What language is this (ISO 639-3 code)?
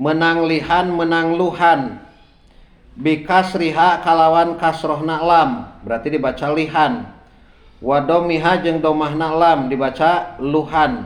sun